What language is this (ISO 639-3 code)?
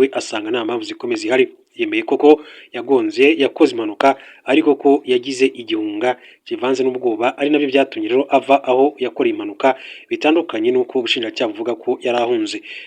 kin